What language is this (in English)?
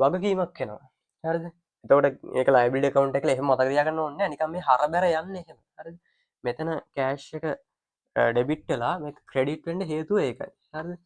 Sinhala